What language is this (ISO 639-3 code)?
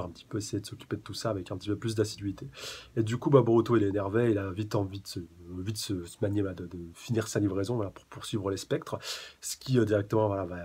fra